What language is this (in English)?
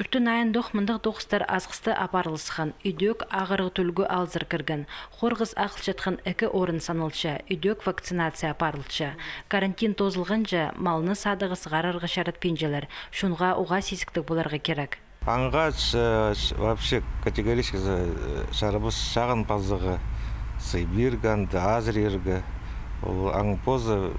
Khakas